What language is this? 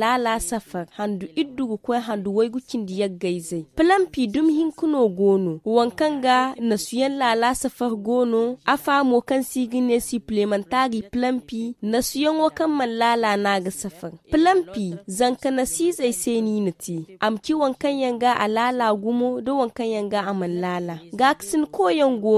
Zarma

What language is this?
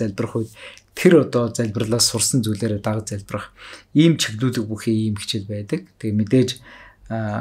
Mongolian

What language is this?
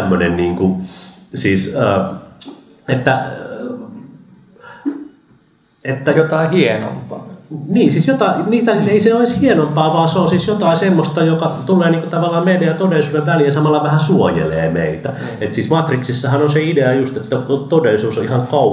Finnish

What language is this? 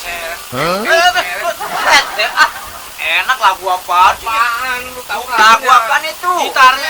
Betawi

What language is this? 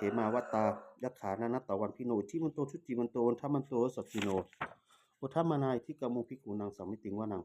Pali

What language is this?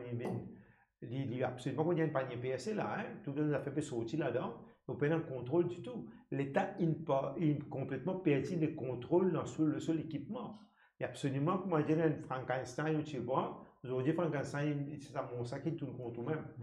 Morisyen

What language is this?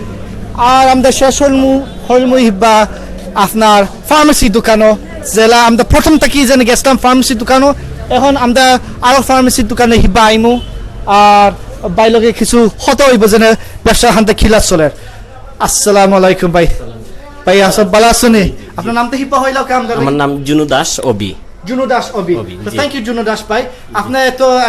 Sylheti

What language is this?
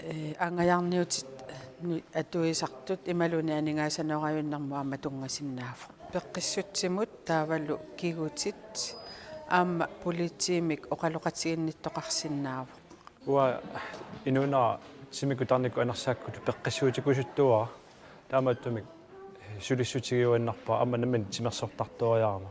Kalaallisut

